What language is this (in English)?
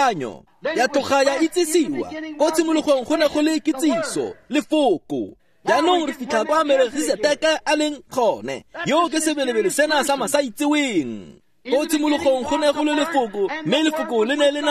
Tswana